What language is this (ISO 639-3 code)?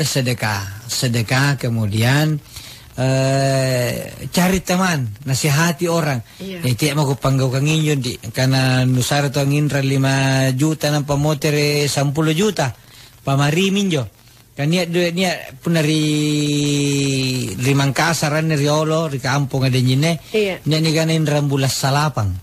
mak